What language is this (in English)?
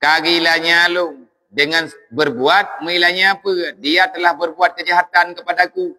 Achinese